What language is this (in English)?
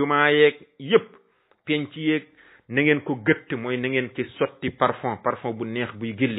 Wolof